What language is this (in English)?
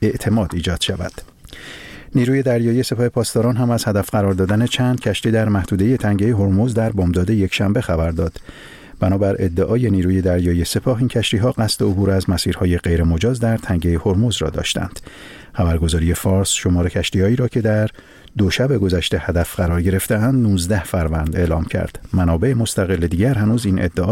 Persian